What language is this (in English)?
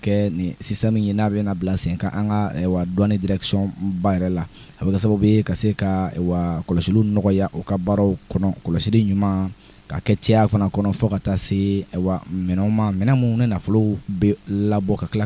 Bambara